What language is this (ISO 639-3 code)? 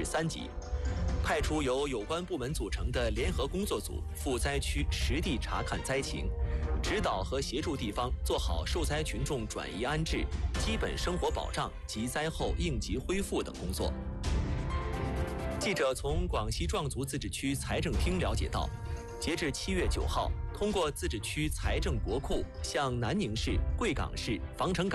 zho